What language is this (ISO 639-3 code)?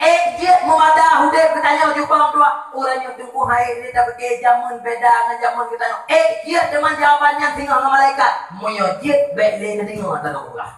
ace